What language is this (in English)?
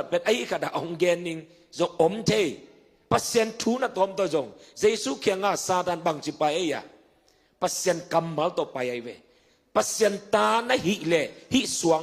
Tedim Chin